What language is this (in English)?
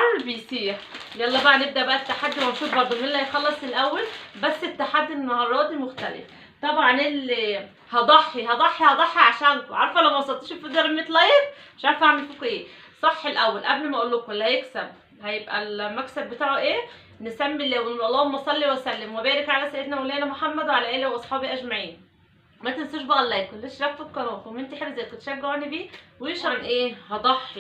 Egyptian Arabic